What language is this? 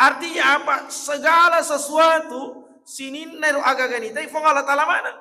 Buginese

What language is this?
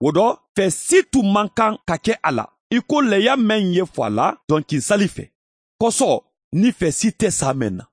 Mandingo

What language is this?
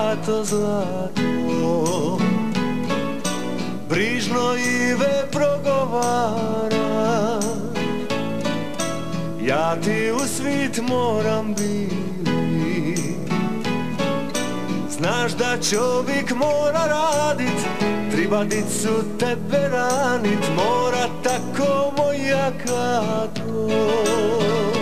Croatian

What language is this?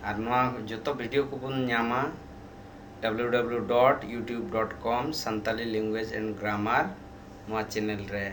Santali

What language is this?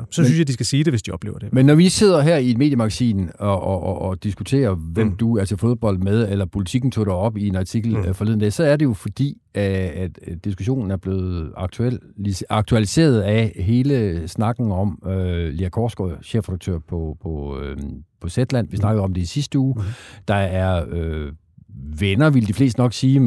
Danish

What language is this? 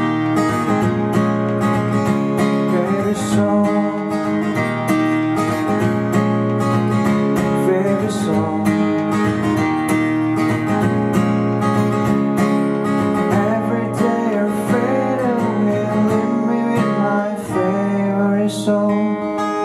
Korean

